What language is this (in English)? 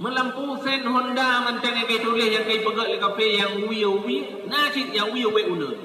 Achinese